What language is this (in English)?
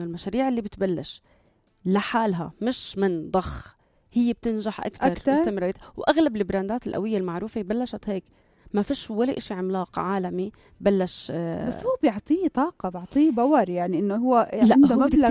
North Levantine Arabic